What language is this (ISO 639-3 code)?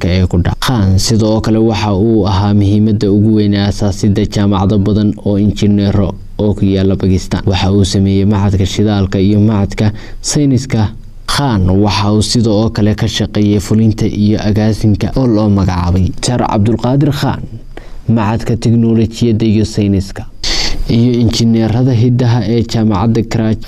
som